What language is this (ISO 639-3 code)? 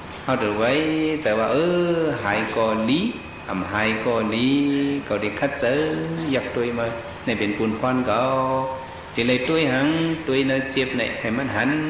shn